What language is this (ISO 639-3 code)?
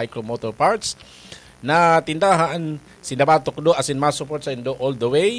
bik